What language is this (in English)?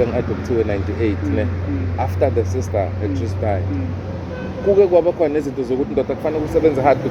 Zulu